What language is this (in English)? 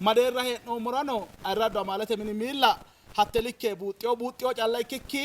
Sidamo